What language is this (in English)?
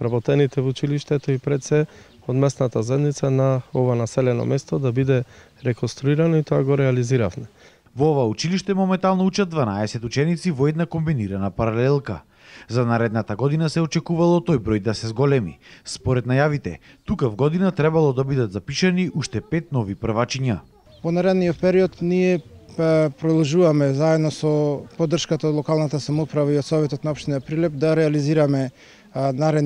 Macedonian